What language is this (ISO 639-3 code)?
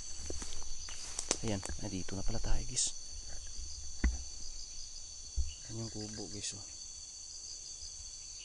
fil